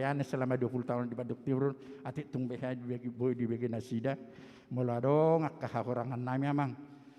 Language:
Batak Toba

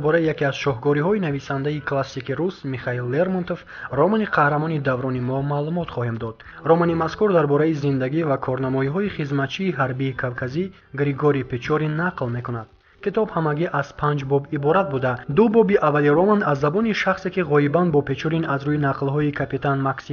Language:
Tajik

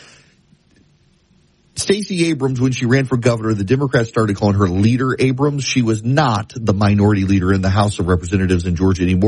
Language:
English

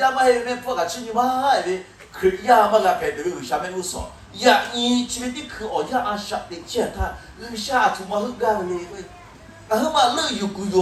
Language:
Lahu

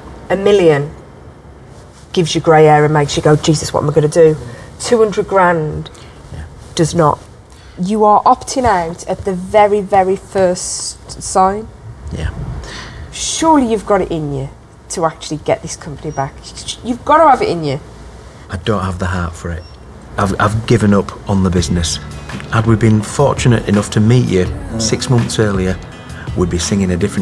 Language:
English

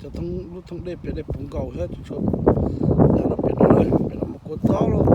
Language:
Hmong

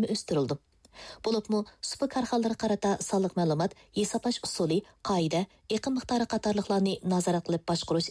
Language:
Uyghur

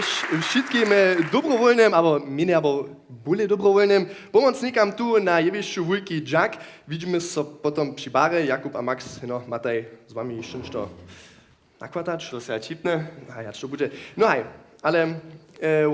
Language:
Upper Sorbian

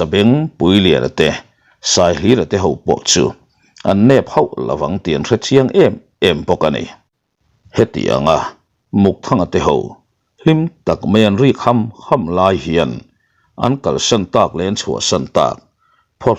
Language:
Mizo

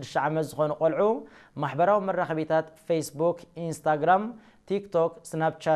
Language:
Tigrinya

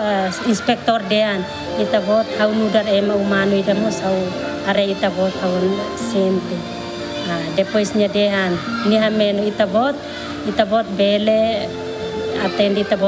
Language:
Tetum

